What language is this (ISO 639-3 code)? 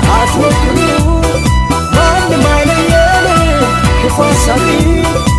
fub